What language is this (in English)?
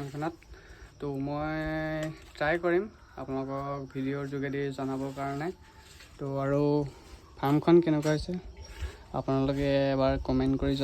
Assamese